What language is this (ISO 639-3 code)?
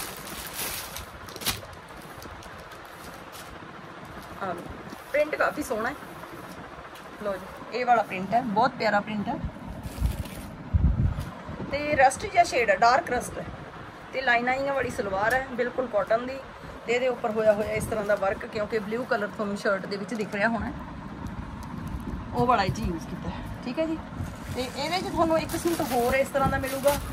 pan